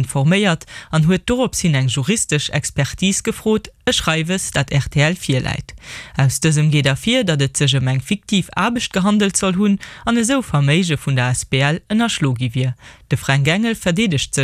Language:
Luxembourgish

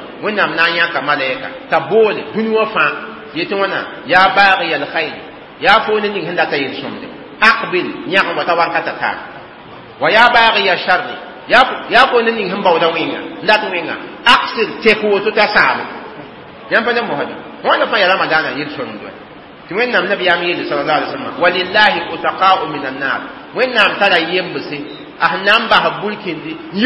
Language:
Mossi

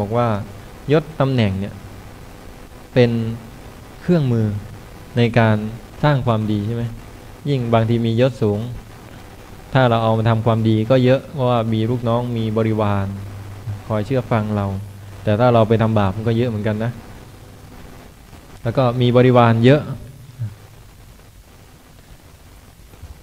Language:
Thai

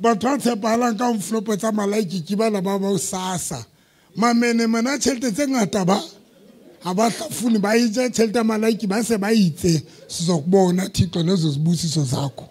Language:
Southern Sotho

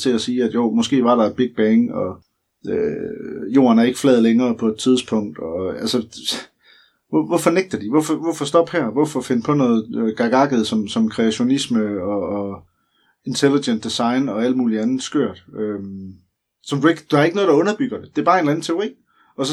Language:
Danish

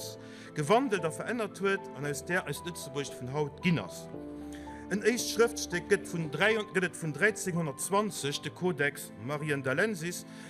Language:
Luxembourgish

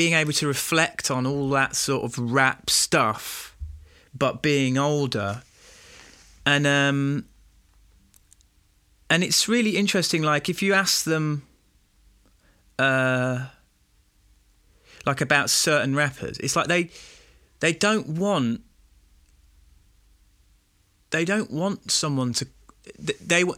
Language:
English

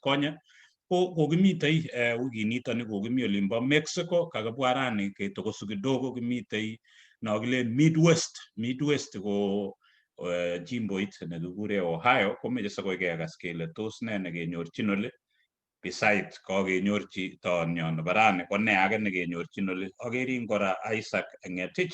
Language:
Kalenjin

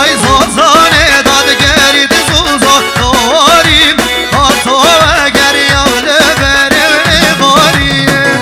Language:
Kurdish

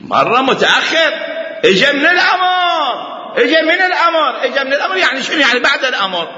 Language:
Mesopotamian Arabic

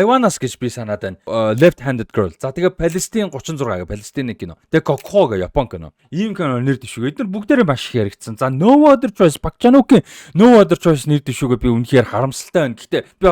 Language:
Mongolian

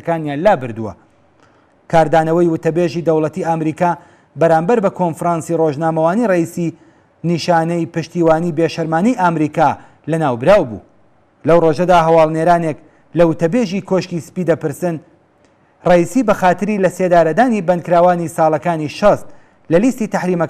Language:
Central Kurdish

